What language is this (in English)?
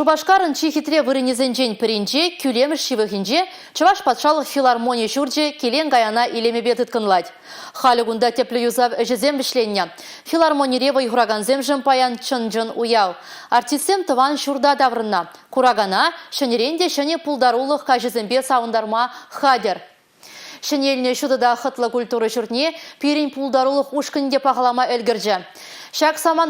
Chuvash